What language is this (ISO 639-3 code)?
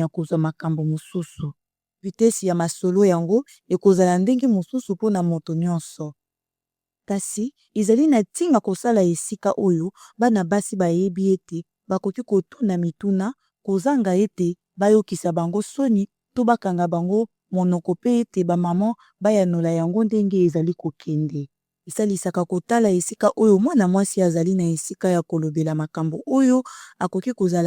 lin